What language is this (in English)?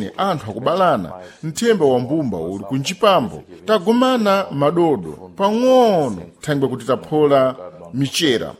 Sena